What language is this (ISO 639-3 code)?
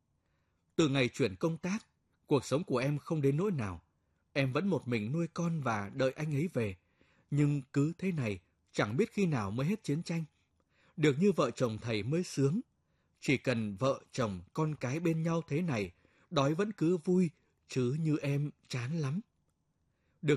vie